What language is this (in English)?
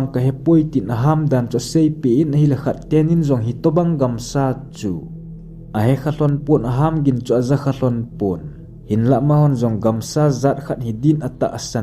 Thado Chin